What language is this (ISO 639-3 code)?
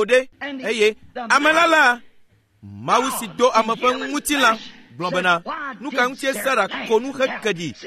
ewe